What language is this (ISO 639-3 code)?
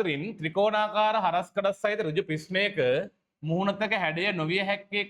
sin